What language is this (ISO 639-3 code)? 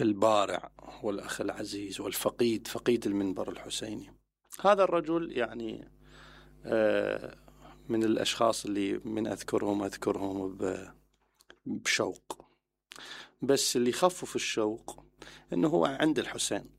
acm